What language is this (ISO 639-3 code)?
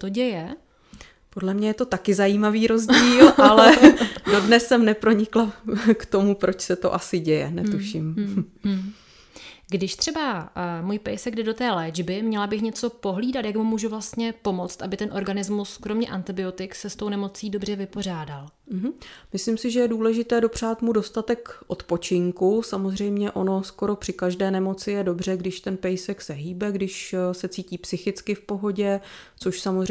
ces